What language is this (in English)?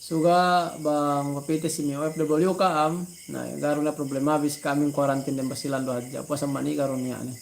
Yakan